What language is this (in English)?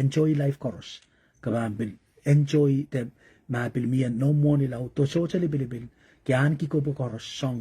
Pohnpeian